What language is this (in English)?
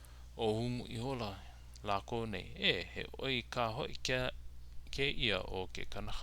Hawaiian